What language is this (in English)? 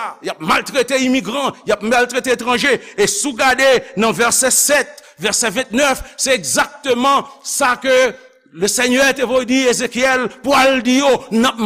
Haitian Creole